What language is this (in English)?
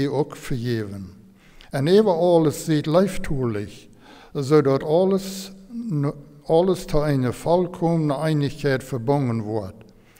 Plautdietsch